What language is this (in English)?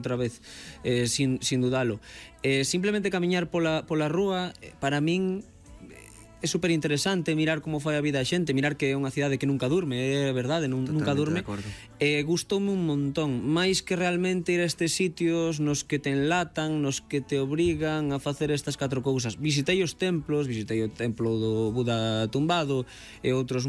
Galician